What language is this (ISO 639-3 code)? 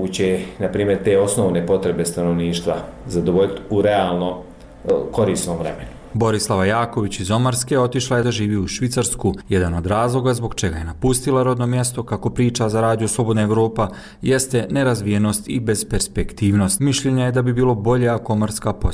bos